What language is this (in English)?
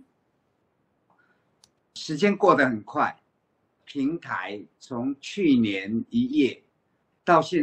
Chinese